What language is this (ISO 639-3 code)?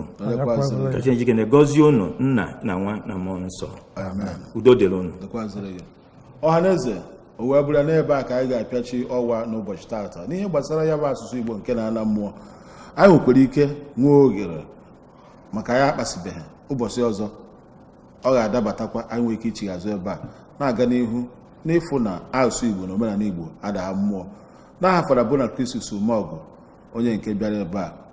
ibo